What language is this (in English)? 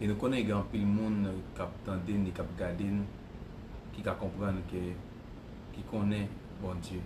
Haitian Creole